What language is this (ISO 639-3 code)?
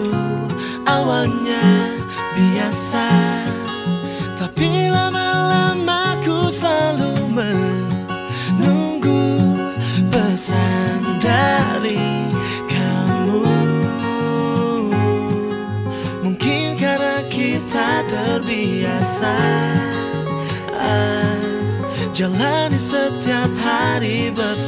ind